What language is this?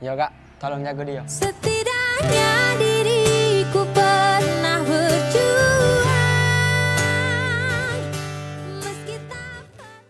Musi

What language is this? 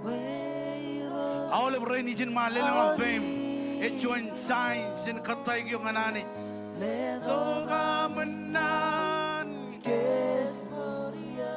Marshallese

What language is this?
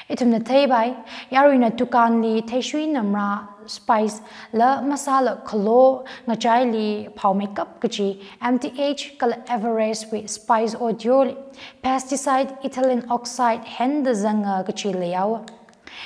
Tangkhul Naga (India)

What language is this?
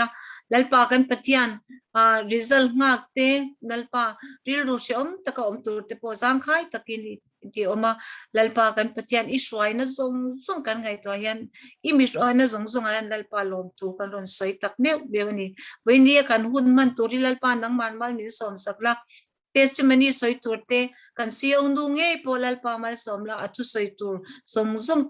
Mizo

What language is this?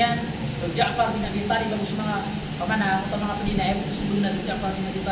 Maranao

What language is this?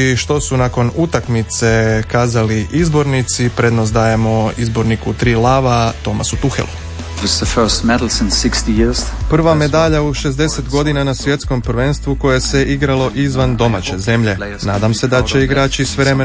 Croatian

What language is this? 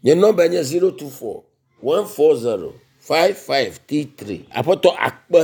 Ewe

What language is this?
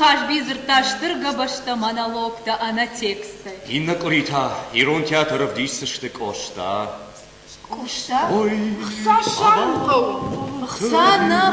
Ossetic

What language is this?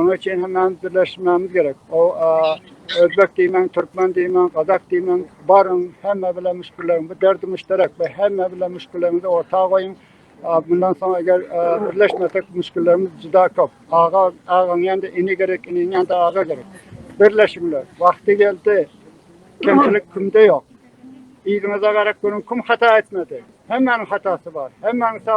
Turkmen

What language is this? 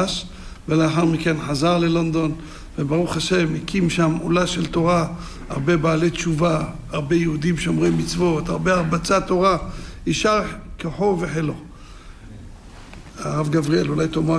Hebrew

